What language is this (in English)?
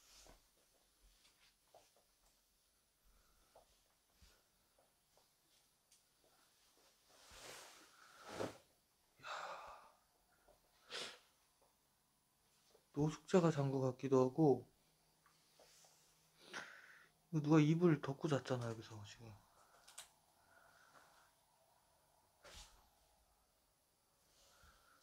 Korean